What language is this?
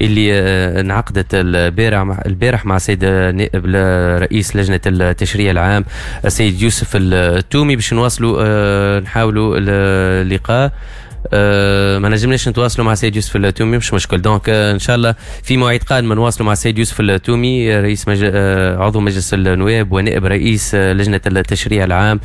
Tunisian Arabic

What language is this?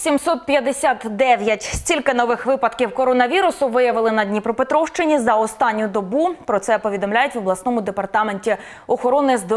Ukrainian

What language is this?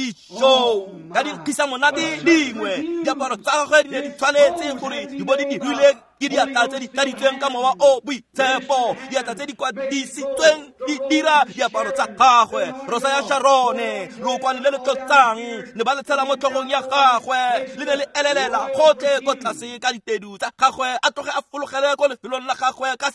Tswana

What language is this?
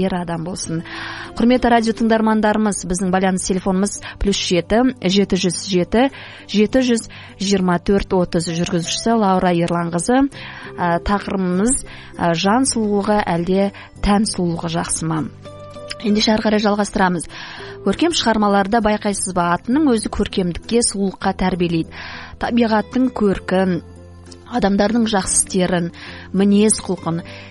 Kazakh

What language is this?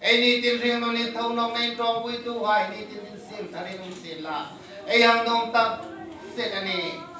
Hmar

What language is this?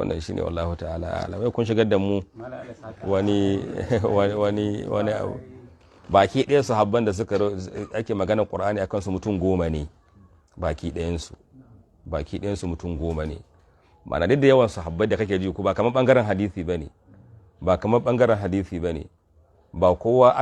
Hausa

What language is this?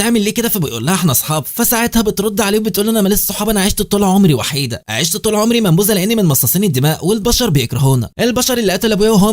Egyptian Arabic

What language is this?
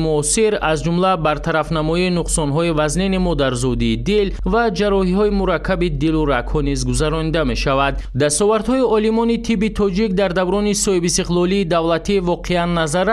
Tajik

